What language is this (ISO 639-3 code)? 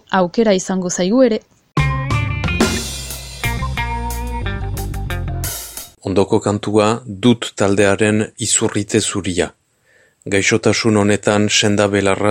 eus